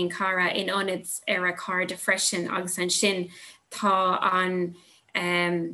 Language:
Irish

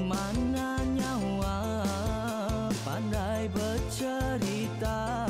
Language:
Iban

